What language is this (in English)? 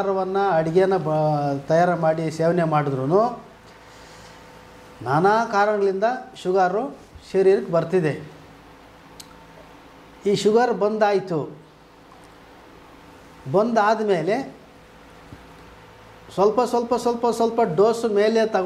Kannada